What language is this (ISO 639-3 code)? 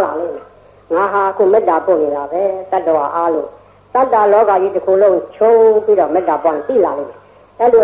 mya